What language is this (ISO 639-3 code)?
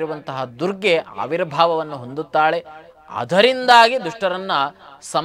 kan